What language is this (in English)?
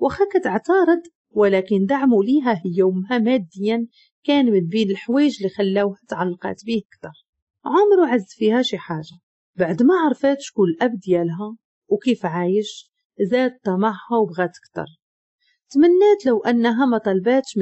Moroccan Arabic